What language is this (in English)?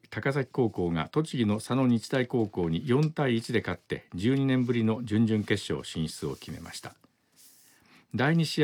Japanese